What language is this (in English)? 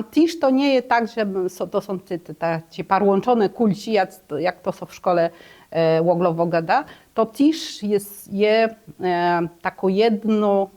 Kashubian